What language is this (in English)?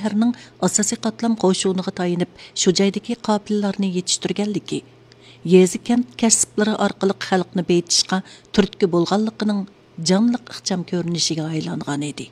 Uyghur